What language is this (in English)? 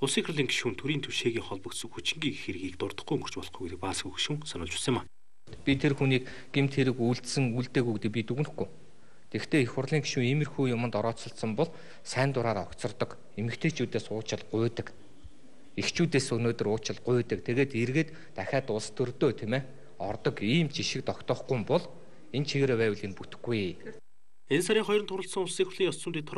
Mongolian